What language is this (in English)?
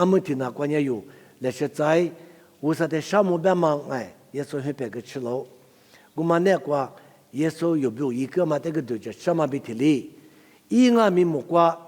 Lisu